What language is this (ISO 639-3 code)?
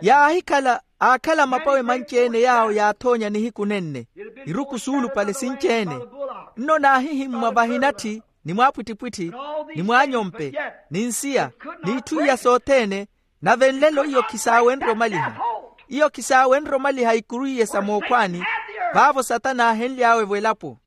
vmw